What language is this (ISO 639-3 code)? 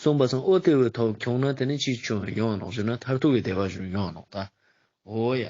lbj